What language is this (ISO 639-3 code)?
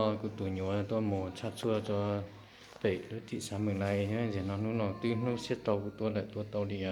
hmn